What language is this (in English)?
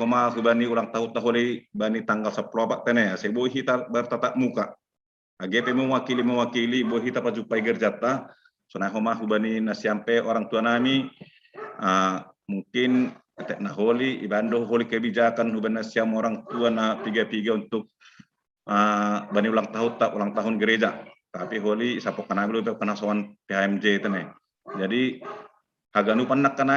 Batak Simalungun